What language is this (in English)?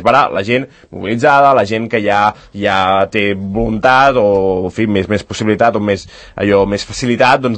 Catalan